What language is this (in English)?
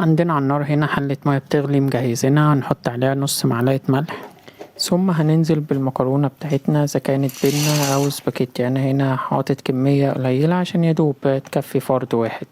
Egyptian Arabic